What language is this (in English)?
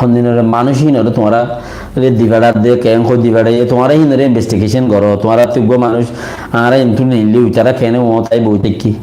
Rohingya